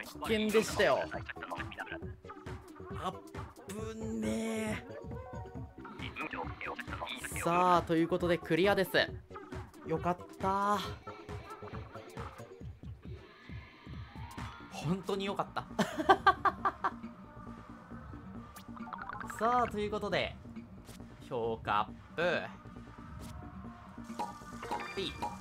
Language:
Japanese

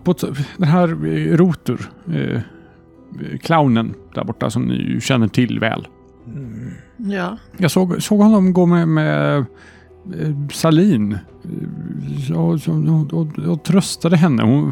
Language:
Swedish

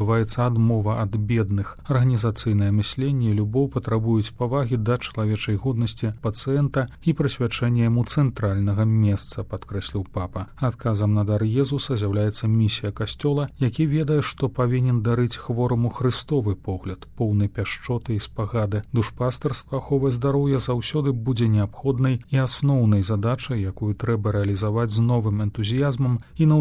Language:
Belarusian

